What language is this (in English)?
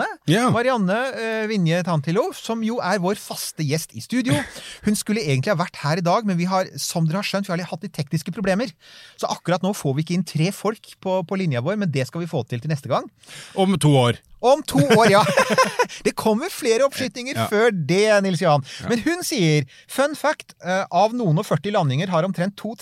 Norwegian